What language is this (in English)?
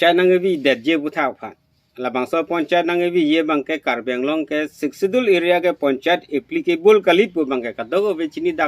Karbi